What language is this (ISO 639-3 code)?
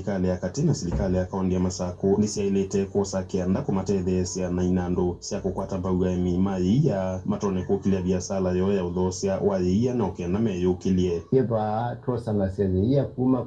kam